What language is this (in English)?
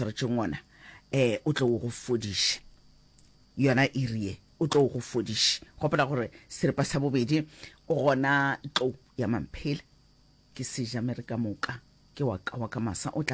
Northern Sotho